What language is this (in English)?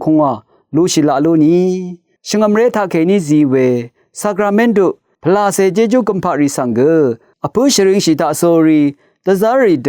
Rawang